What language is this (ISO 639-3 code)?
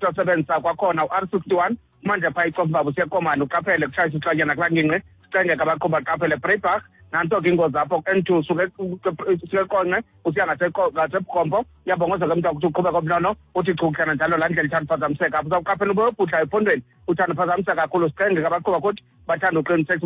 xho